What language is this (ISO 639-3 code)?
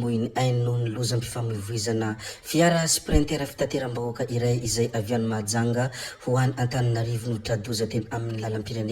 mlg